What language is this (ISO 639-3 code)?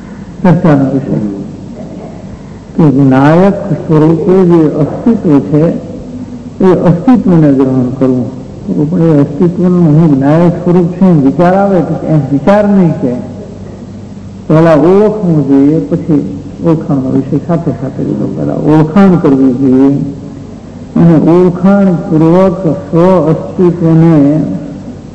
guj